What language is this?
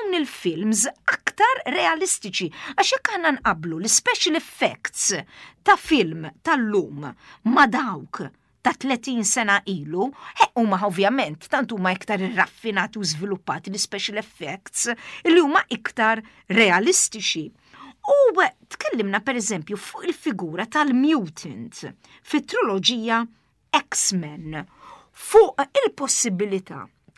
Maltese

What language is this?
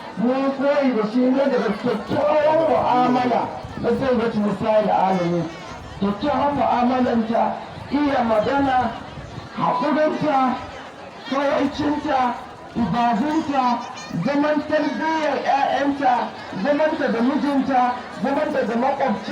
Hausa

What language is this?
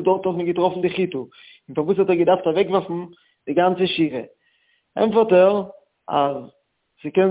Yiddish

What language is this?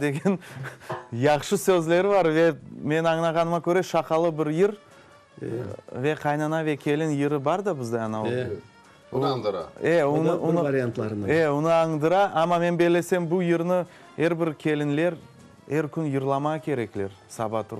Crimean Tatar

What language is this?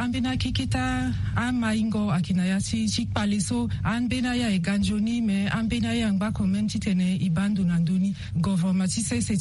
Sango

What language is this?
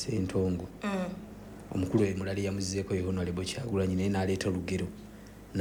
Ganda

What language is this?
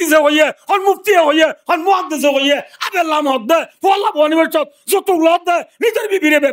Rohingya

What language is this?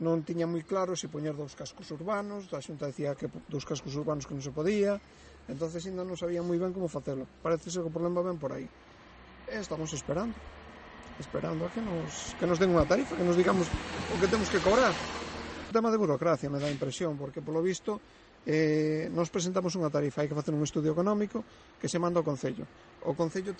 Galician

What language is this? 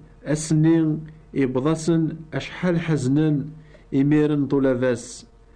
Kabyle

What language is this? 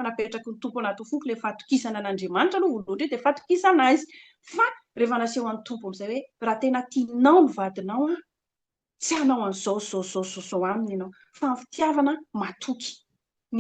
Malagasy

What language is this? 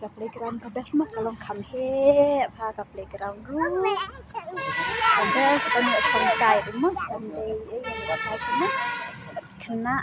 Khasi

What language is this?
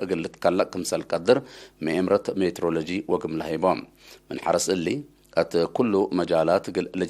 Tigre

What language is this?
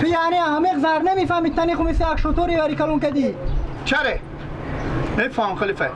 Persian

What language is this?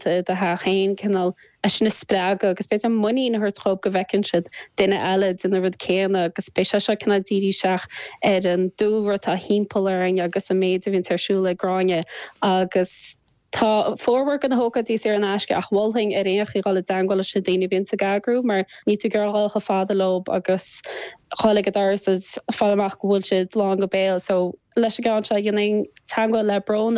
Irish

